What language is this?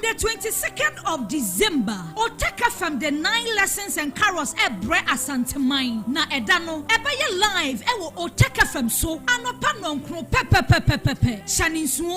Akan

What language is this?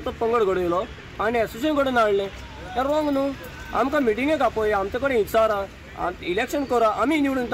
Konkani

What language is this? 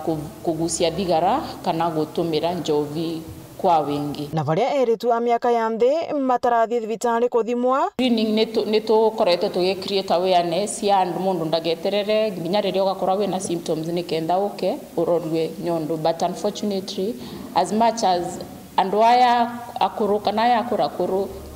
Meru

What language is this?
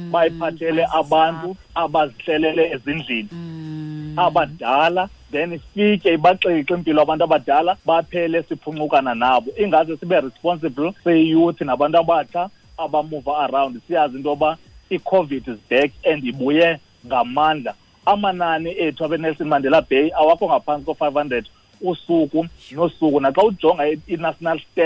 Xhosa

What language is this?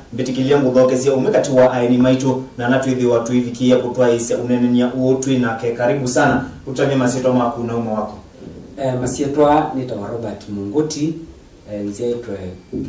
Kamba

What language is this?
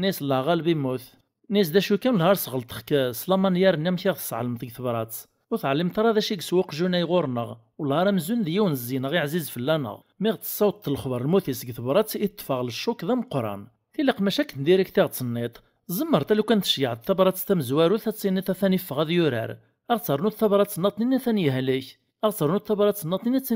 Kabyle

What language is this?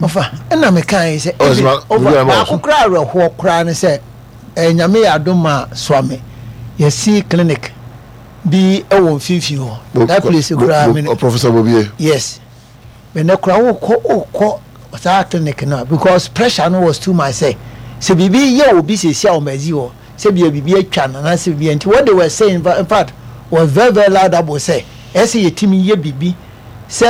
Akan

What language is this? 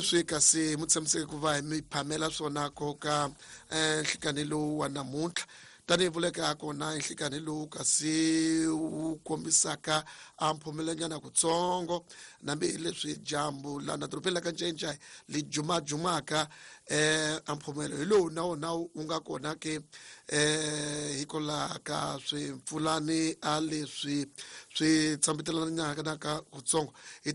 Tsonga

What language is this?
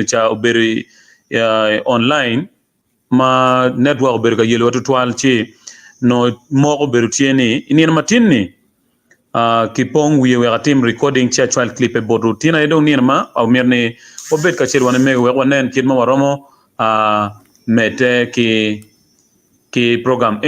Acoli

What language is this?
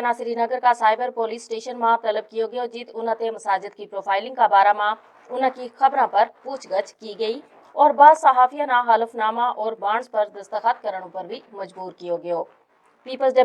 Gujari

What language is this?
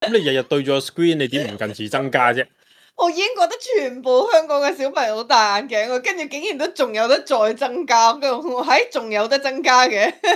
Cantonese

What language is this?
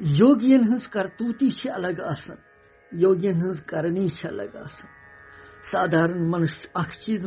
Kashmiri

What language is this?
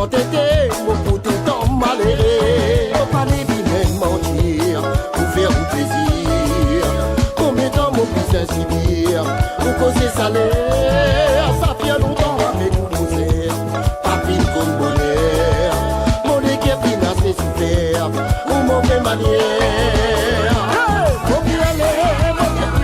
Morisyen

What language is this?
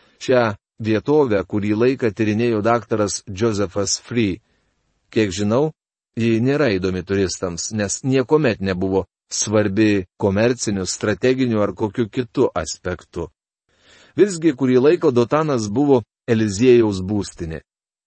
Lithuanian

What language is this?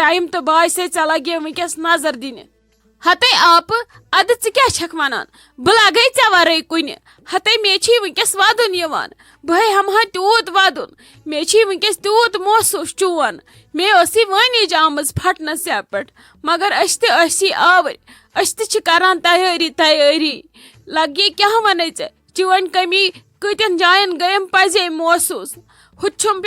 Kashmiri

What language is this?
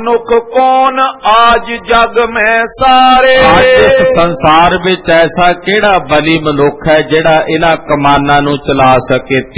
Punjabi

